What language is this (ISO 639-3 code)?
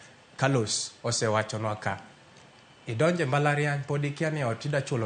luo